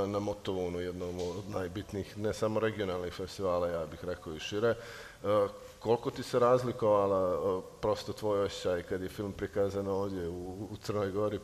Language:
Serbian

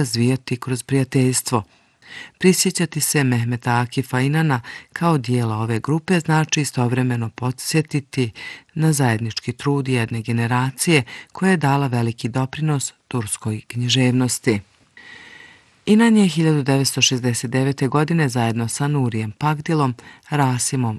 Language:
Bosnian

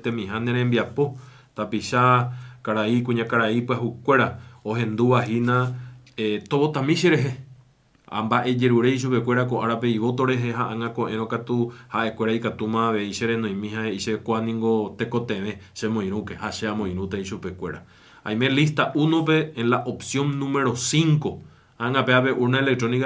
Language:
Guarani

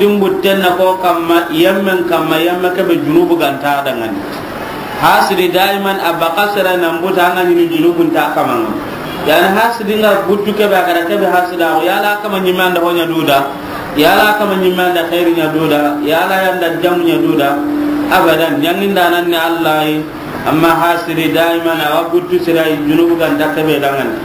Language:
Soninke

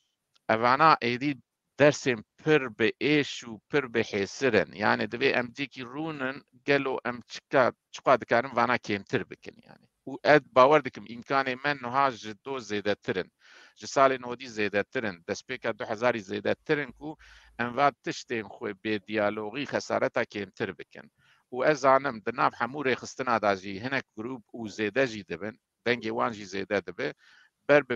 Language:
Kurdish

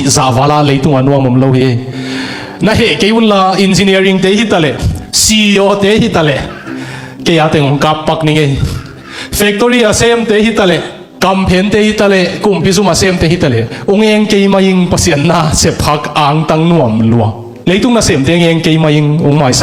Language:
Tedim Chin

